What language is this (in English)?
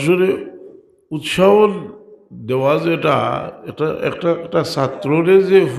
Sylheti